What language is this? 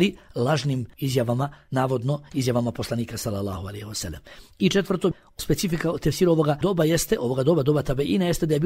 Bosnian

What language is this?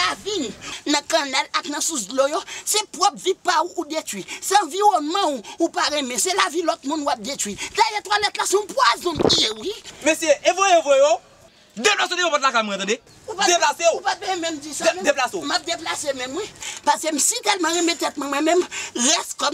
Haitian Creole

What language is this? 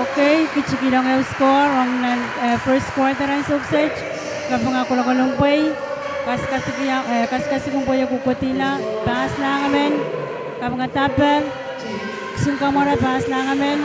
Pohnpeian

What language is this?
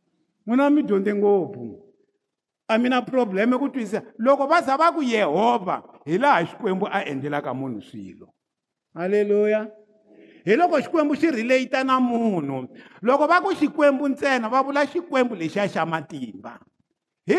Tsonga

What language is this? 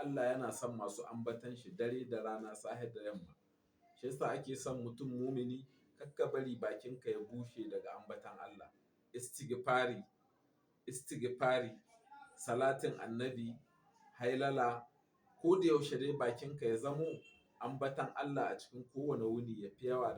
Hausa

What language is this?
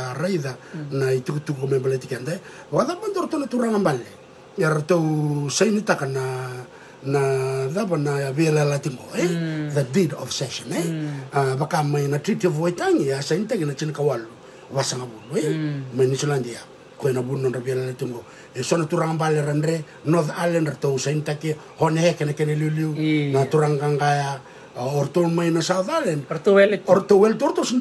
Fijian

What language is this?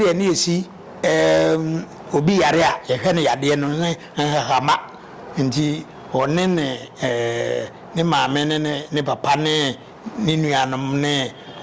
Akan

